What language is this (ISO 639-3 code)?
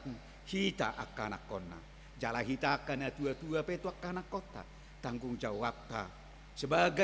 bbc